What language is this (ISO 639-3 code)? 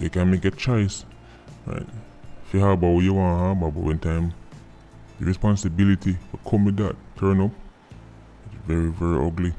jam